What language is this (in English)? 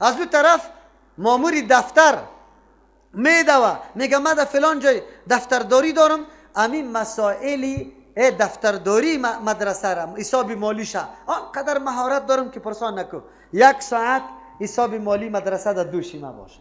Persian